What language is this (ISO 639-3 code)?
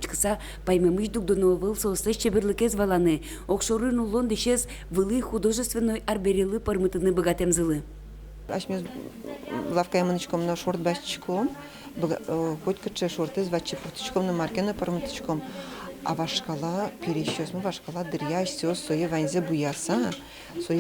udm